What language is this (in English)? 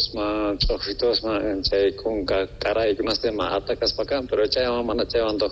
South Bolivian Quechua